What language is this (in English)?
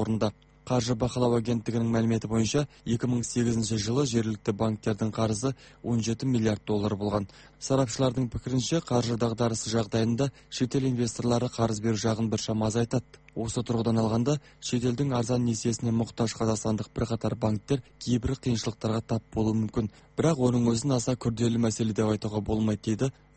Kazakh